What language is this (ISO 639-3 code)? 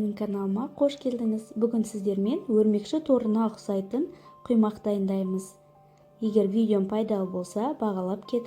kaz